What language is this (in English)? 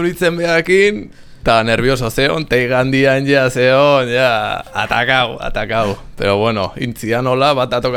Basque